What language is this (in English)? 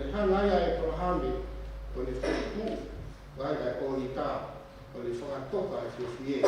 Tongan